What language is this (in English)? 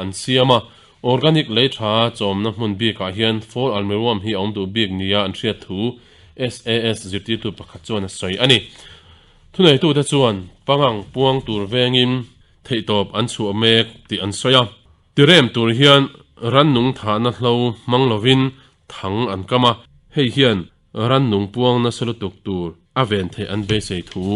Mizo